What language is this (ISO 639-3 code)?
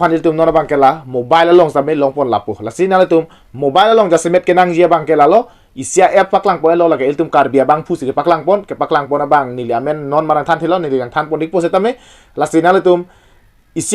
mjw